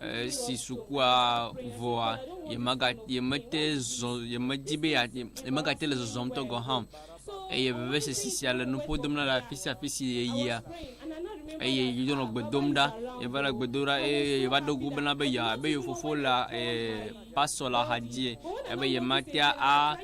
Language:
Ewe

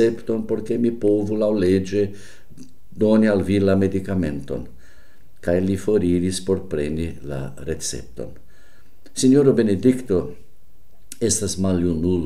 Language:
Esperanto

